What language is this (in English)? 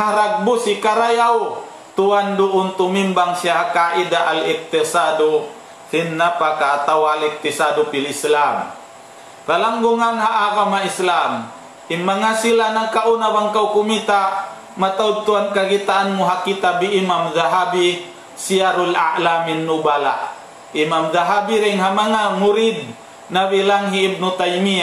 Tausug